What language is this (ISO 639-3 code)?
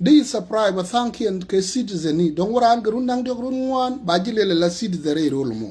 nus